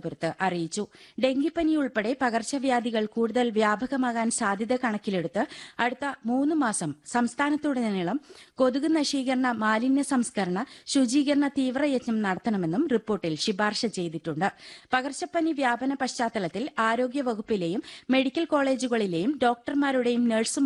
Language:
Malayalam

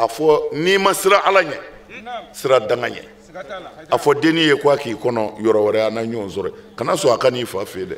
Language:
Bambara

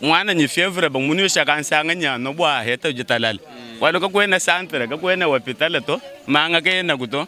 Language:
Luba-Lulua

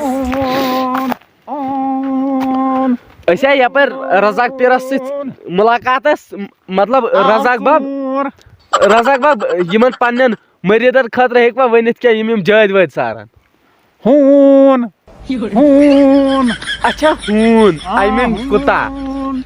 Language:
Kashmiri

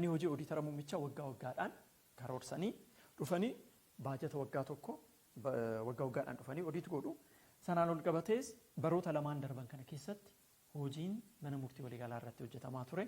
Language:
Oromo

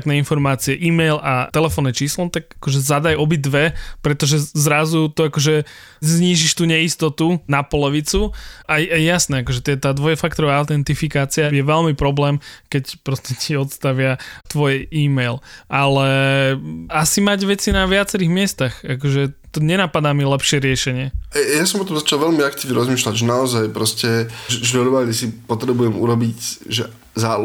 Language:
Slovak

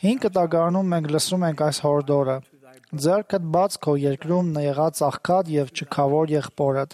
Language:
Armenian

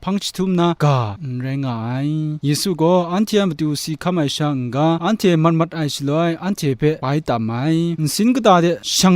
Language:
Kachin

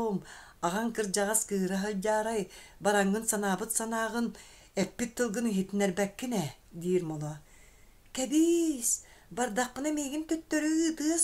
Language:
Yakut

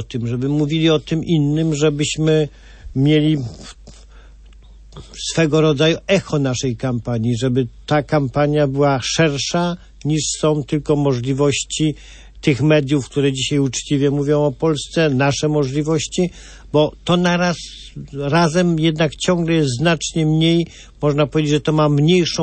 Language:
Polish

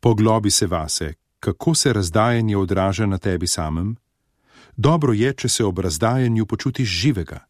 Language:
Slovenian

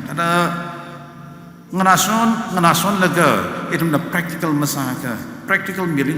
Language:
Tangkhul Naga (India)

